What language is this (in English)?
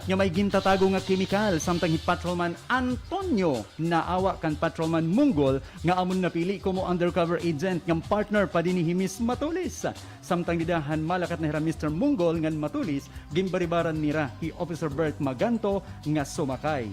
Waray